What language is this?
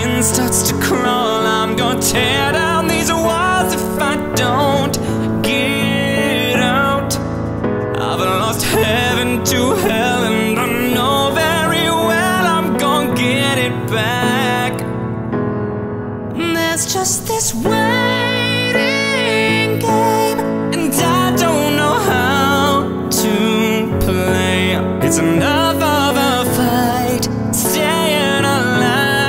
English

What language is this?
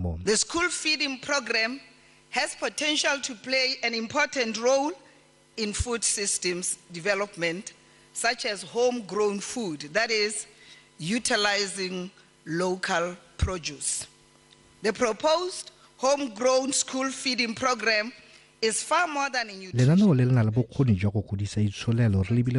Tswana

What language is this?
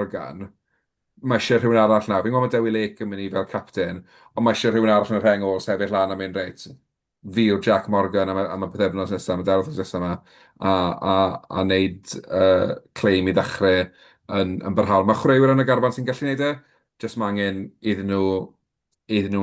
Welsh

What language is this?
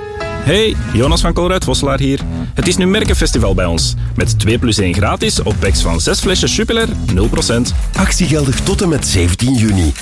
Dutch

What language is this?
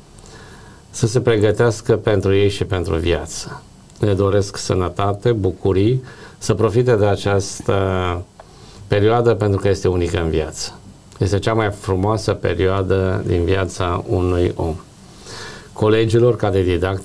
Romanian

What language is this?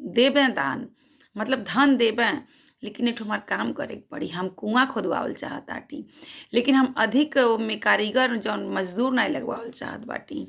Bhojpuri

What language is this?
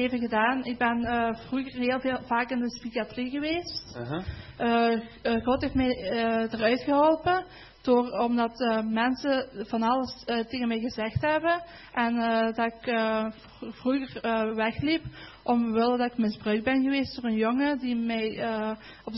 Dutch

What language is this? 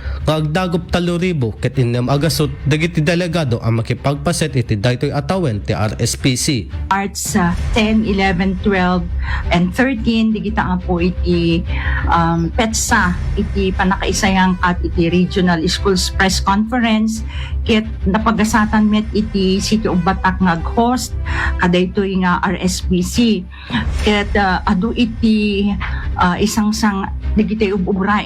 Iloko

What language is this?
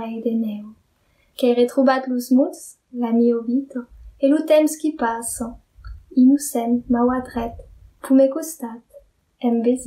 Occitan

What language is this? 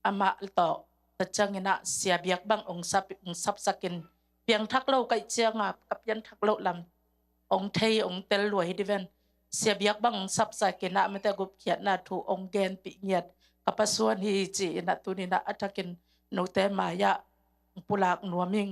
Tedim Chin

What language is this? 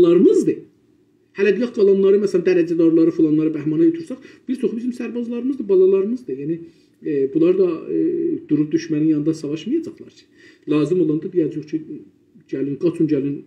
South Azerbaijani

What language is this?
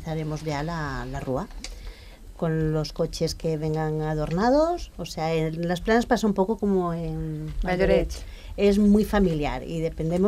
Catalan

